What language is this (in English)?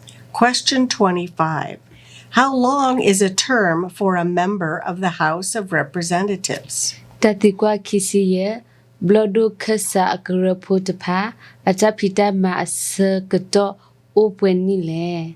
S'gaw Karen